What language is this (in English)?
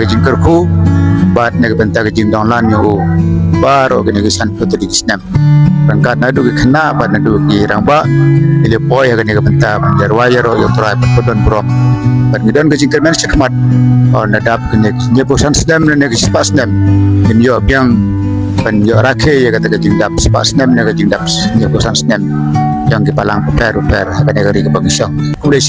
Khasi